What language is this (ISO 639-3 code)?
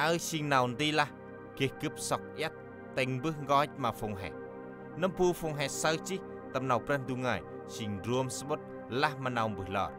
cmo